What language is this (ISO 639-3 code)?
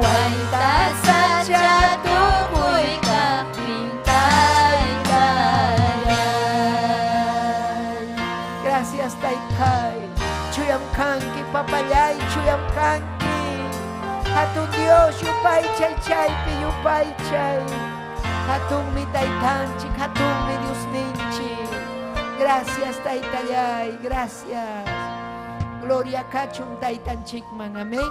quy